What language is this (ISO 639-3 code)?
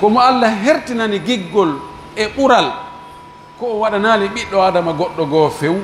fuf